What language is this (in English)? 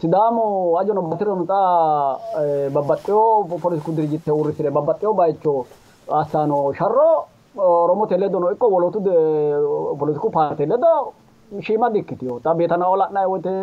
Sidamo